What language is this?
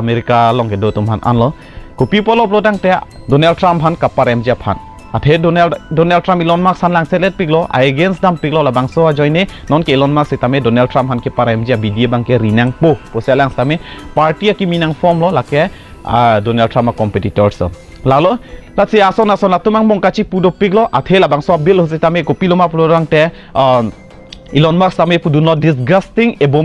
Karbi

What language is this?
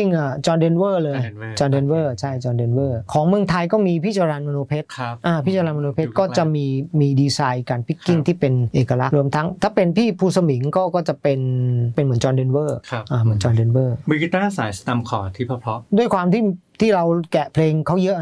Thai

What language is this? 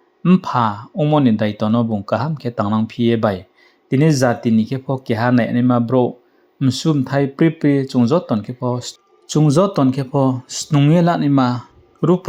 Riang (India)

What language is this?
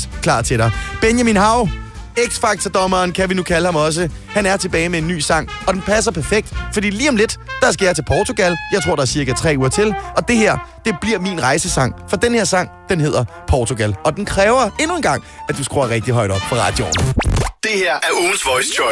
Danish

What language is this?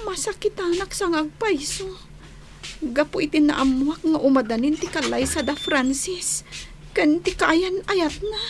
Iloko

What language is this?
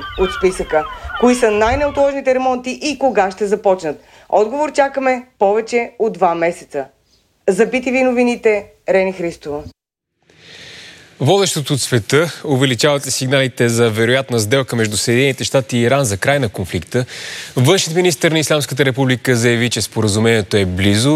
Bulgarian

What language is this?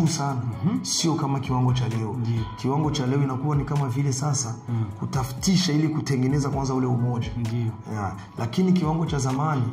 Swahili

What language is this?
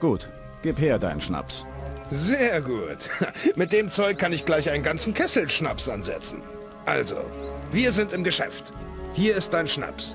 Bavarian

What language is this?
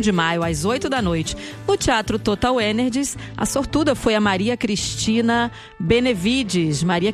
Portuguese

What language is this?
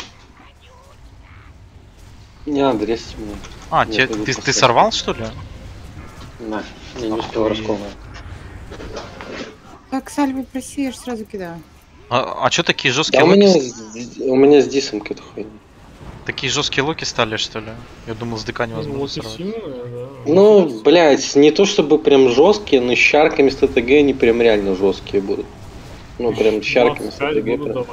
Russian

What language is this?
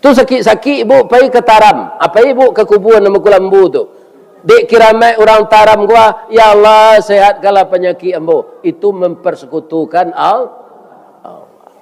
Minangkabau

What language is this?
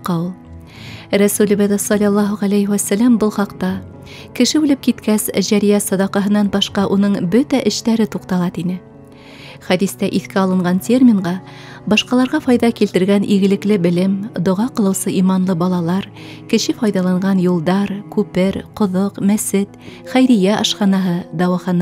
Bashkir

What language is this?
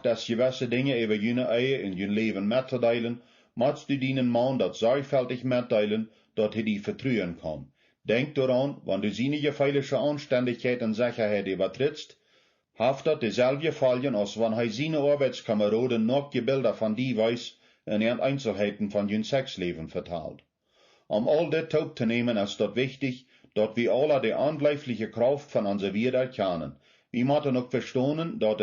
Plautdietsch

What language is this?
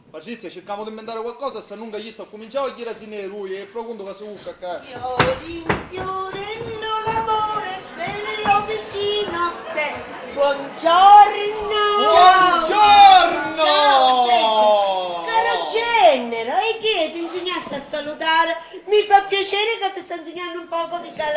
Sicilian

